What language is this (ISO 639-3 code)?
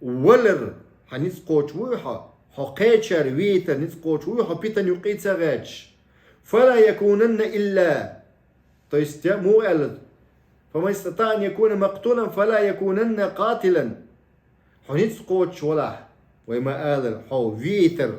che